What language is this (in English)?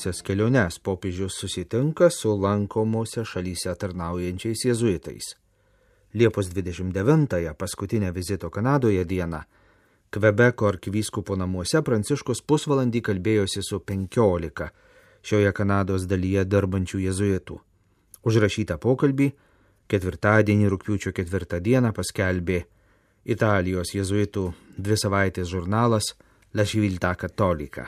Lithuanian